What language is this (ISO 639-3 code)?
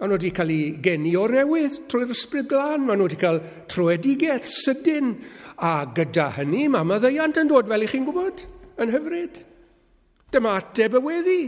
cym